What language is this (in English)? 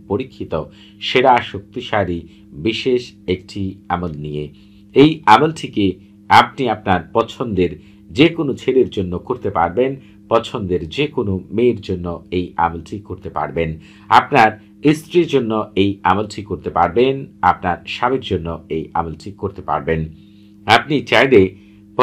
Bangla